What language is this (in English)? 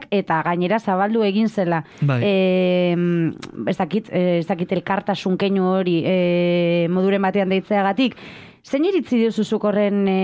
Basque